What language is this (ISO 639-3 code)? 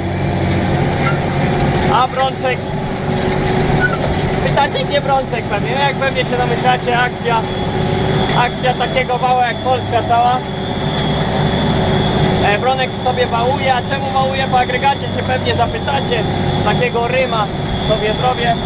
pol